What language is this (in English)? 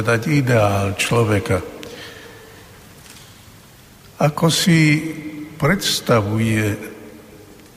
Slovak